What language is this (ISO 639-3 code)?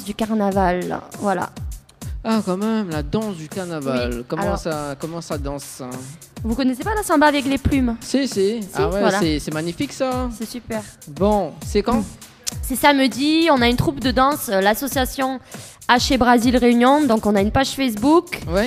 fra